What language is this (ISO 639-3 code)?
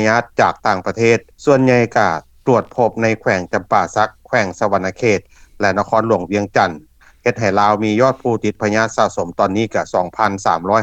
lao